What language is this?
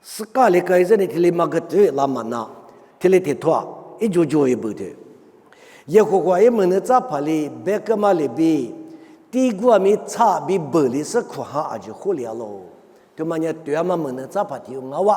Lisu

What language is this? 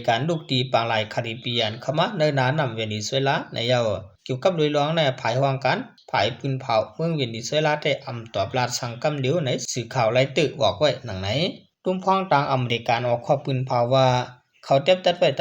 Shan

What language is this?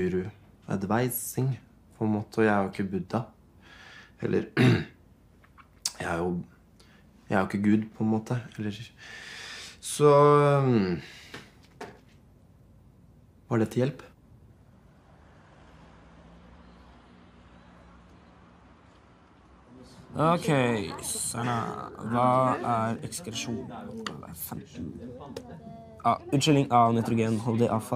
Norwegian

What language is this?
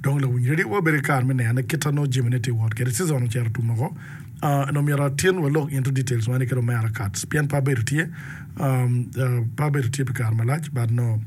Acoli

